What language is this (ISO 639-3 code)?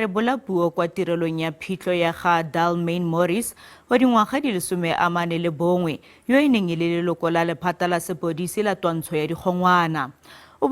tsn